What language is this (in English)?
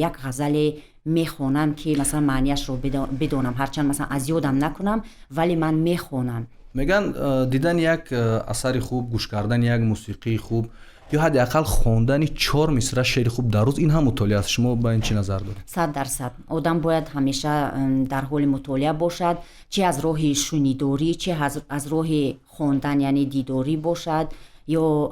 Tajik